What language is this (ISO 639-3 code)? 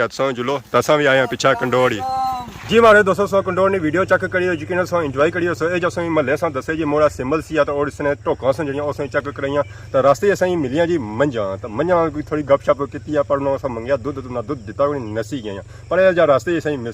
phr